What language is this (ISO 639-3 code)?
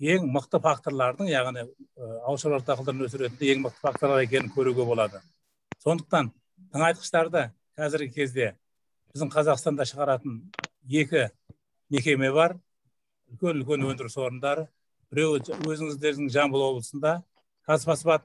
kaz